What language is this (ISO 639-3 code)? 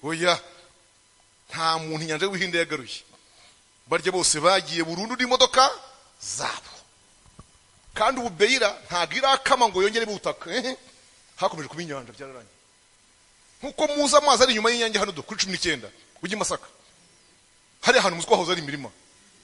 kin